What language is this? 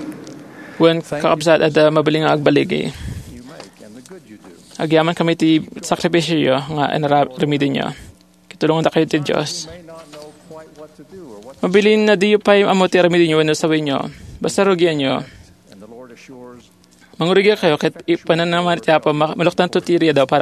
Iloko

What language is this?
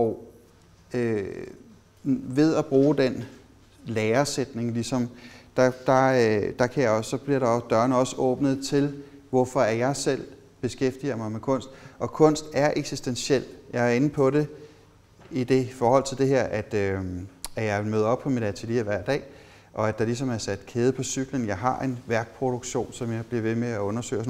Danish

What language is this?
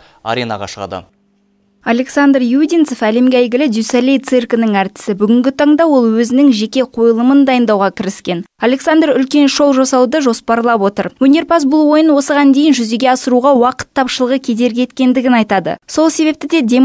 Kazakh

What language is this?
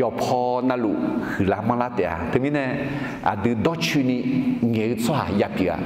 Akha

